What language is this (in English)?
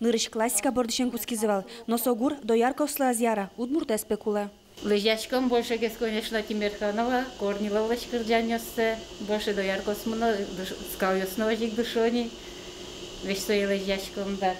Udmurt